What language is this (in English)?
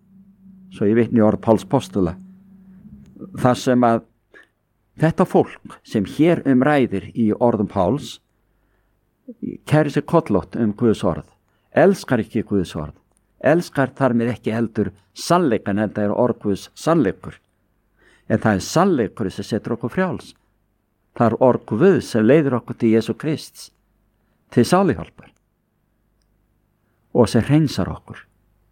Icelandic